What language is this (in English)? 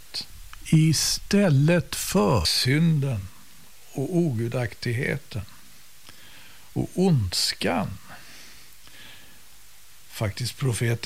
Swedish